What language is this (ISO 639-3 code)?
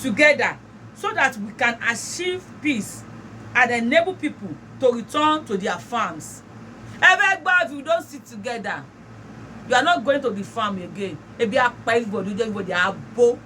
yor